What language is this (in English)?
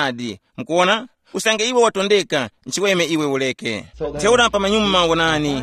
Tumbuka